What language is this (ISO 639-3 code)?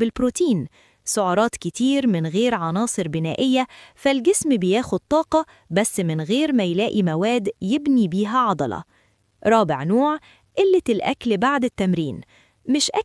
arz